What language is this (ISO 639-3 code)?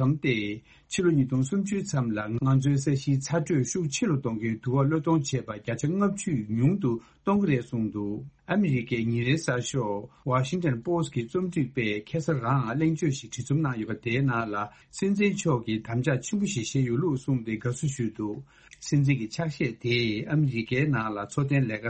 bod